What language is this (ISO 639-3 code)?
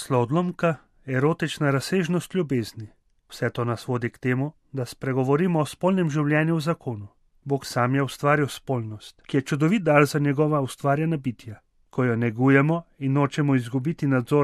slv